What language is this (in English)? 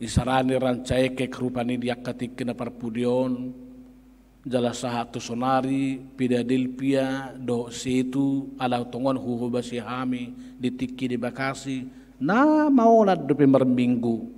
Batak Toba